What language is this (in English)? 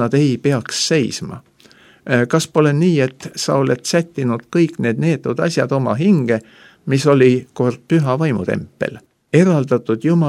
Estonian